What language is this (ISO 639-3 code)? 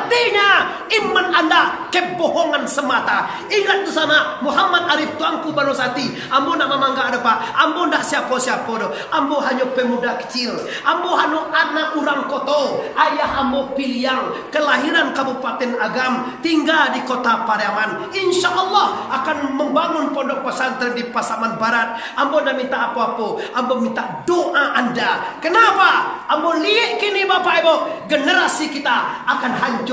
min